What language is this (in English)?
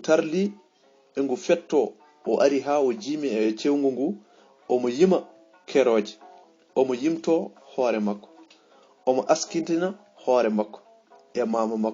Fula